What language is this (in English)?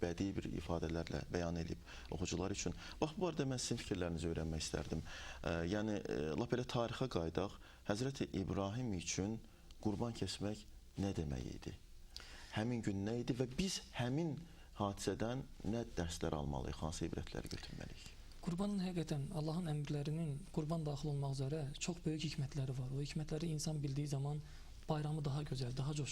Azerbaijani